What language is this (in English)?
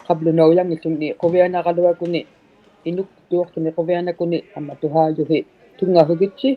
Inuktitut